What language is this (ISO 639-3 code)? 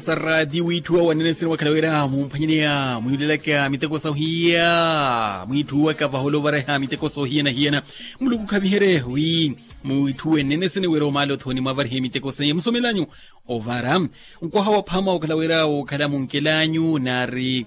vmw